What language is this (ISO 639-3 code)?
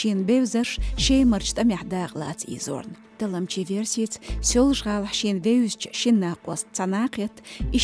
che